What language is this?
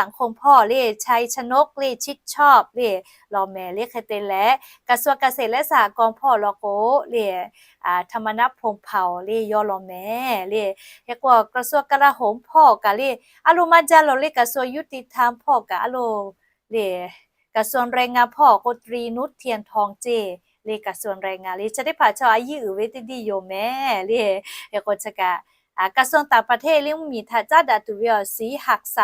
Lahu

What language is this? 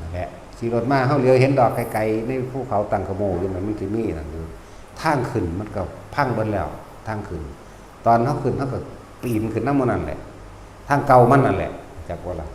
Northeastern Thai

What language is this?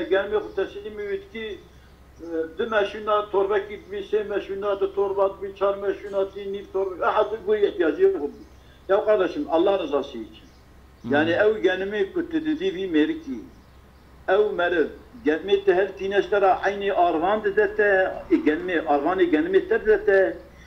Kurdish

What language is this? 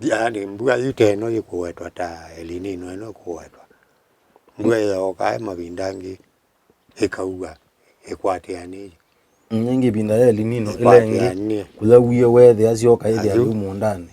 Kamba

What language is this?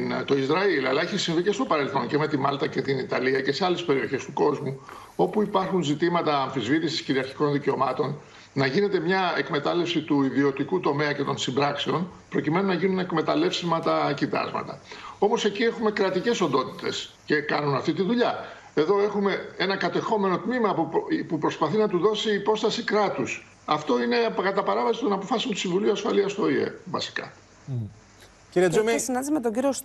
Greek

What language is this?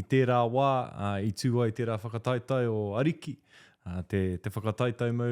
Māori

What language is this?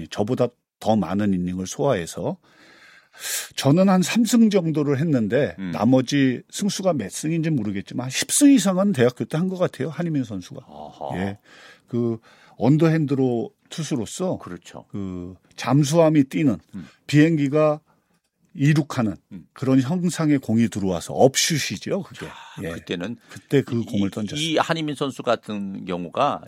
Korean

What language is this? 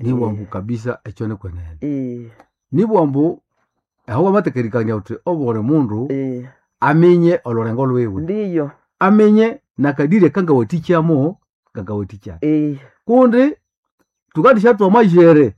Nande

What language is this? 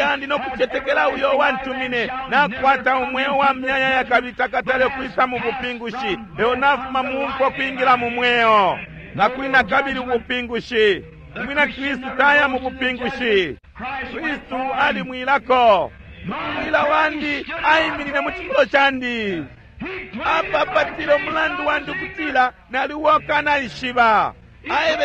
Bemba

